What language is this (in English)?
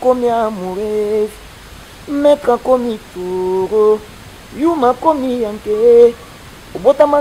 Lingala